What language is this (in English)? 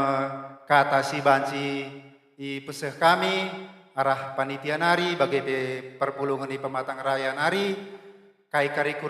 Batak Karo